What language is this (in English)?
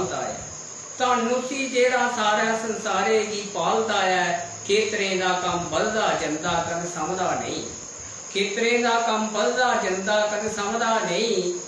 Dogri